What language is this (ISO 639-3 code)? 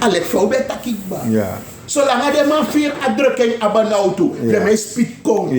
srn